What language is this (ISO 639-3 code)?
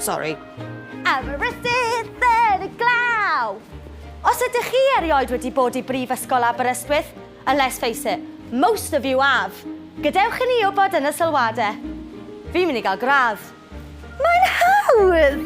cym